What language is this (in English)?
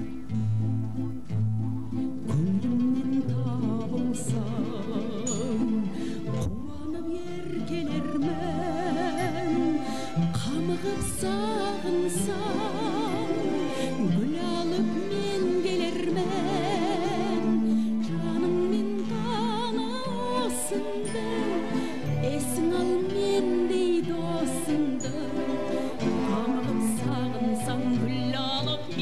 Kazakh